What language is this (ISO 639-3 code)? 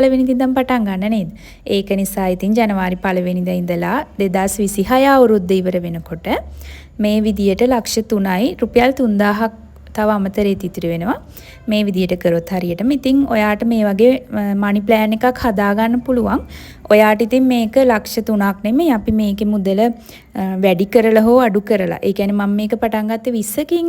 sin